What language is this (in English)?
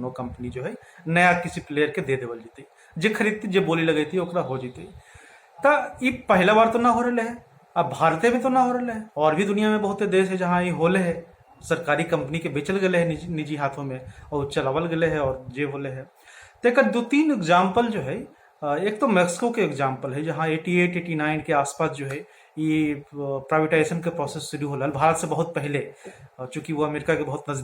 Magahi